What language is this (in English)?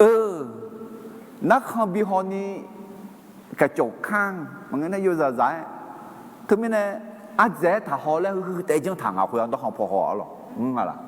Akha